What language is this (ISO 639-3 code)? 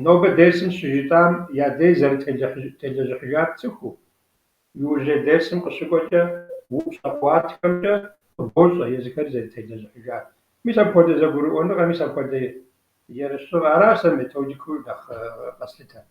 kbd